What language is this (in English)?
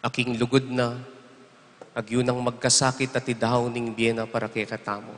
Pampanga